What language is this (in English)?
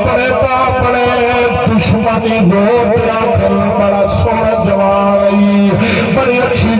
Saraiki